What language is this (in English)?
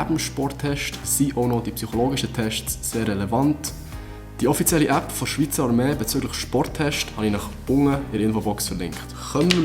Swiss German